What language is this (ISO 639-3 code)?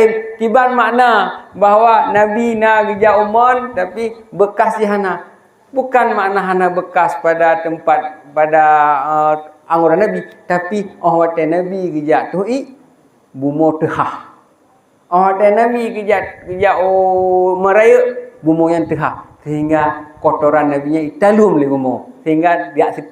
ace